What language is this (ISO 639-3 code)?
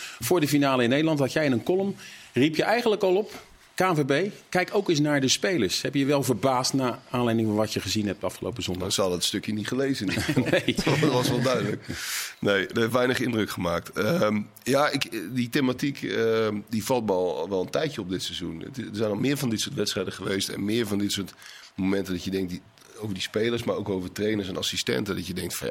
nld